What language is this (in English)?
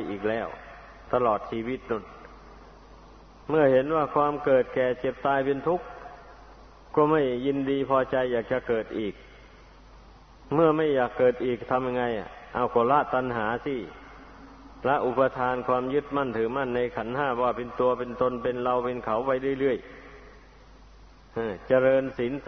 Thai